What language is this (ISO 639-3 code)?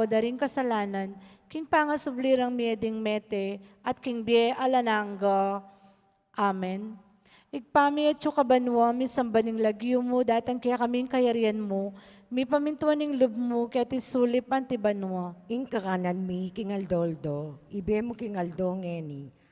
pam